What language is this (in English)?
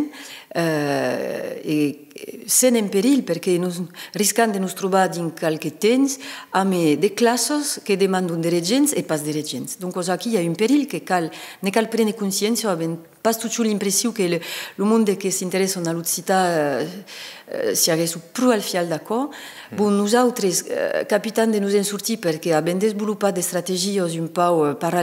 Occitan